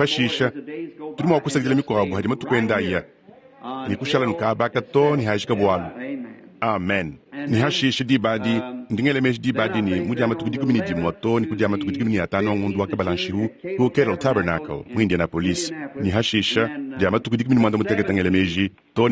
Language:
Luba-Lulua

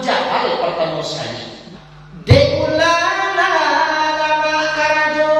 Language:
Minangkabau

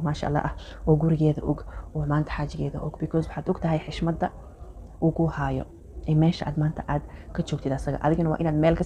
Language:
Somali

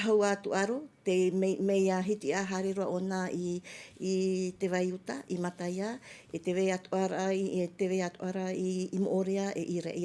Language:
Tahitian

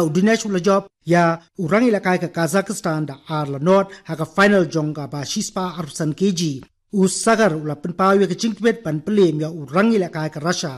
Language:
Khasi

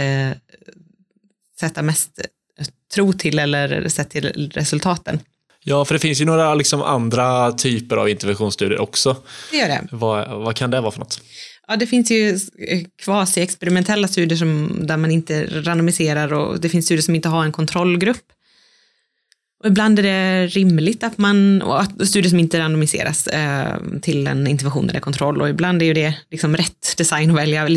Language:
Swedish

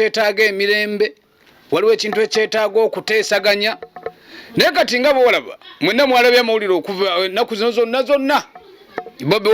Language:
Ganda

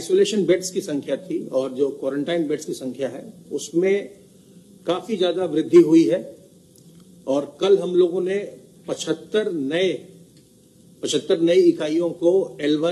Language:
Hindi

